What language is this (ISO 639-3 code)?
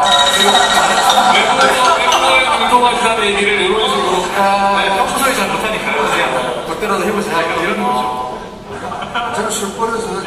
kor